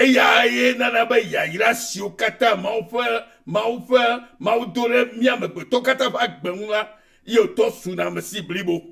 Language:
Ewe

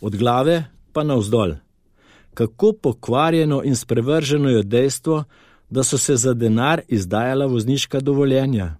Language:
Slovenian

